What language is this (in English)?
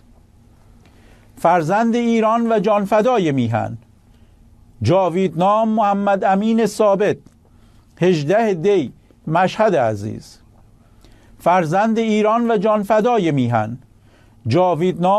Persian